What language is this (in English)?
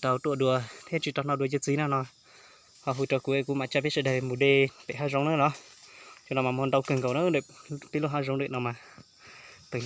Hmong